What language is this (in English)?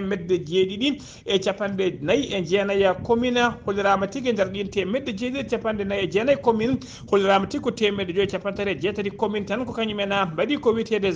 Fula